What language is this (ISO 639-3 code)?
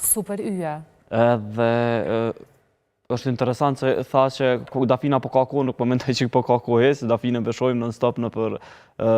sqi